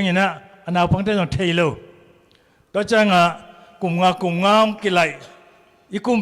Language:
Tedim Chin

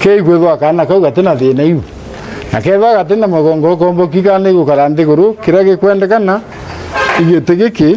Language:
Meru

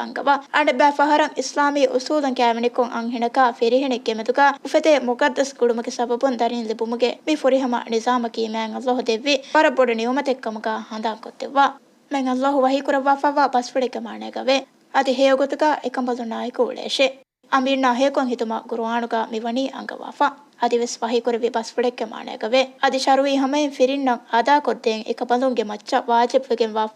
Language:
Divehi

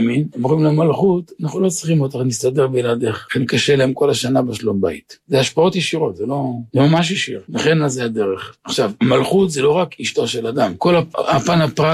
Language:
Hebrew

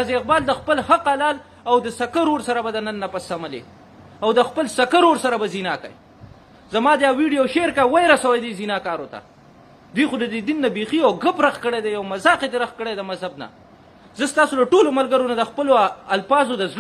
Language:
Pashto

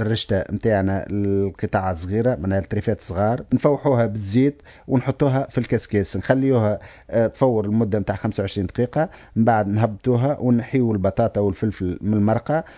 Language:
Tunisian Arabic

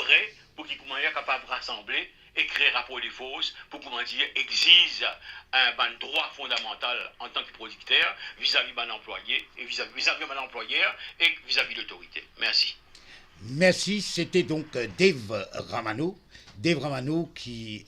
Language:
Morisyen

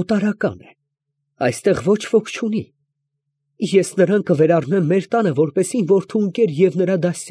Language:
Armenian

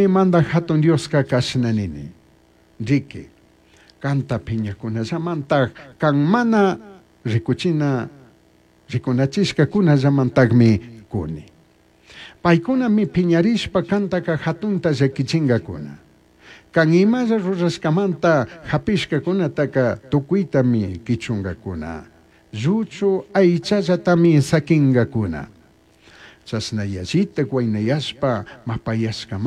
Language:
Chimborazo Highland Quichua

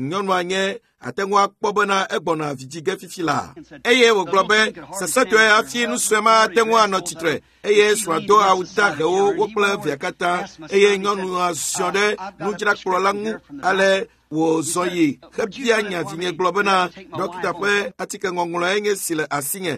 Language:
Ewe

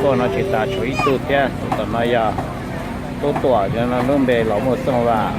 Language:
Hmong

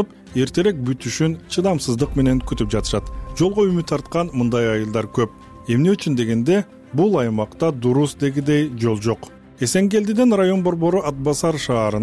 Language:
Kyrgyz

